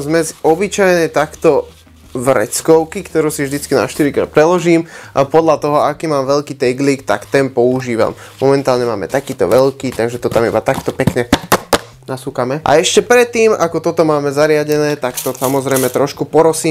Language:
Slovak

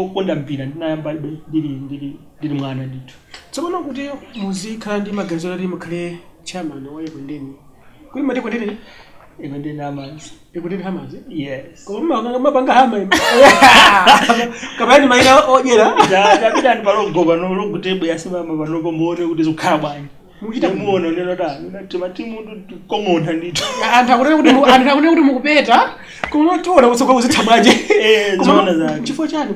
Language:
Nyanja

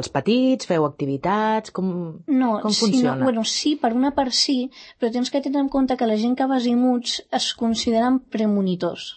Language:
Catalan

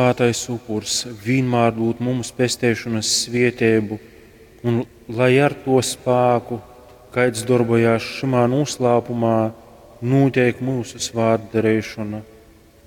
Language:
Latgalian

